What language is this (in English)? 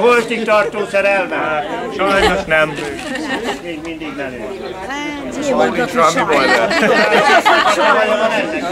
Hungarian